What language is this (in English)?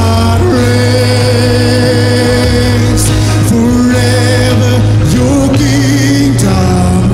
Hiligaynon